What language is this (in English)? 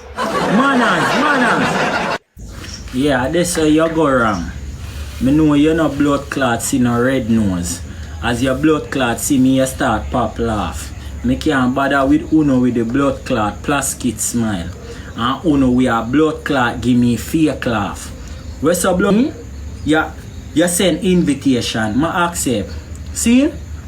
Jamaican Creole English